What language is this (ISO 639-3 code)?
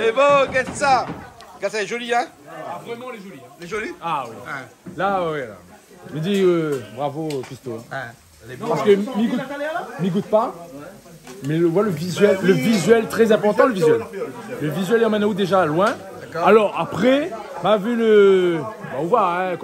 rcf